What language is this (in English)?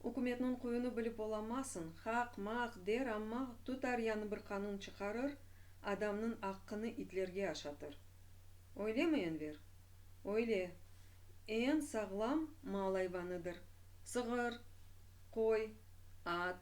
Crimean Tatar